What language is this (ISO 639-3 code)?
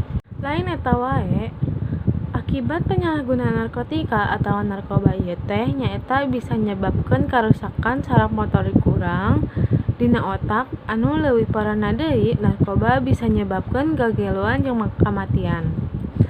sun